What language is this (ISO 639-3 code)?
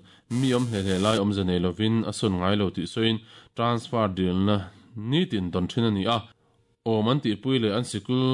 lus